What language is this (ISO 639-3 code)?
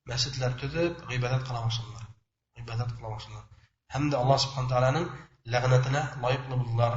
bak